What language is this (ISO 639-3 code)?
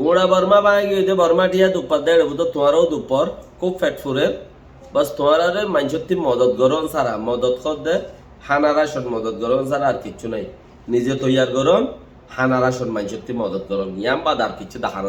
rhg